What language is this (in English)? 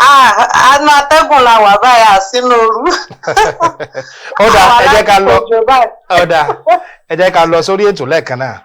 Yoruba